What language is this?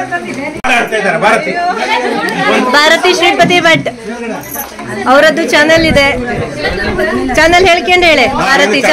Kannada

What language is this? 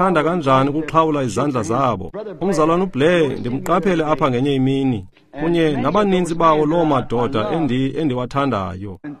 Xhosa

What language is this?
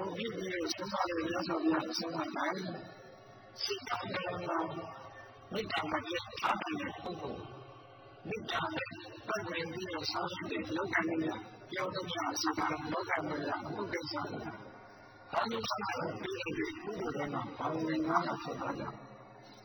Burmese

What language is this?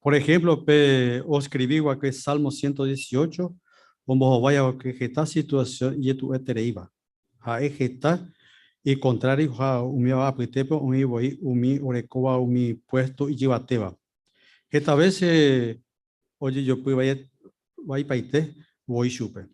Guarani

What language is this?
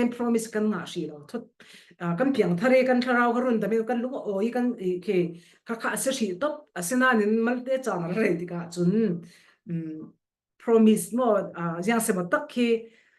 Falam Chin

